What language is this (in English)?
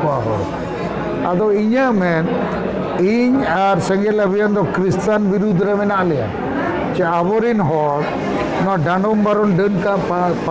Santali